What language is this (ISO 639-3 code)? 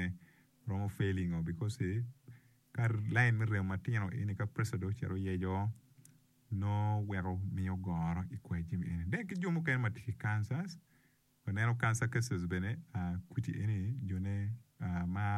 ach